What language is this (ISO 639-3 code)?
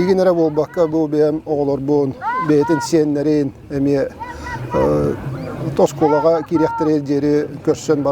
sah